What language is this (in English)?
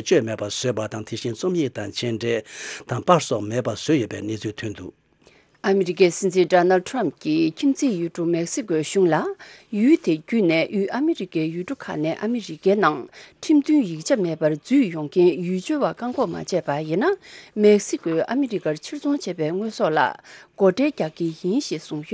Tibetan